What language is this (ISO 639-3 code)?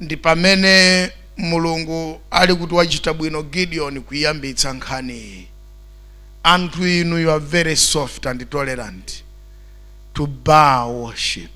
nya